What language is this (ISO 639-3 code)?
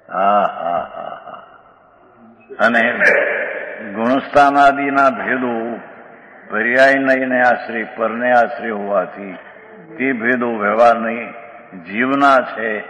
guj